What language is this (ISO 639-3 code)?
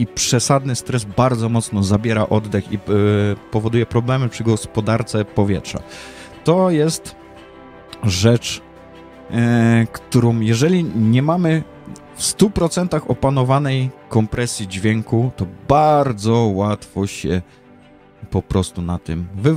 pol